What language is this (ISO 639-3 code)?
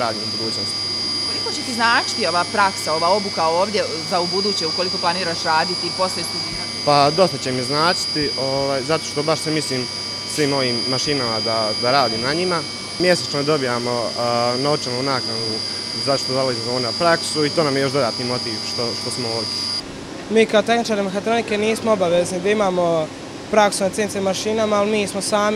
bos